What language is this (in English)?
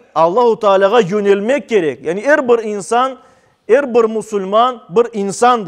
Crimean Tatar